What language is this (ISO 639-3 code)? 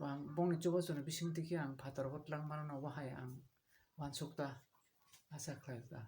trp